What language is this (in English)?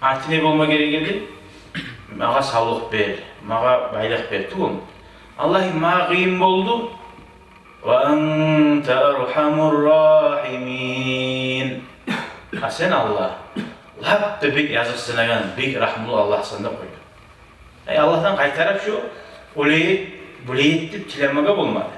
Kumyk